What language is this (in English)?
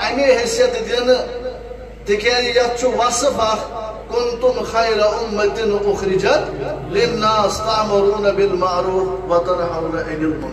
Kashmiri